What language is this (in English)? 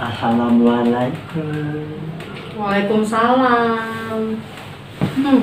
Betawi